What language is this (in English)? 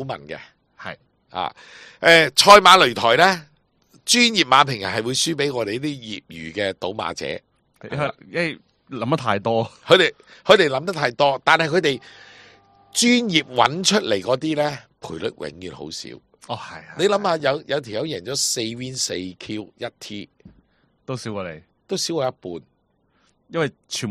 Cantonese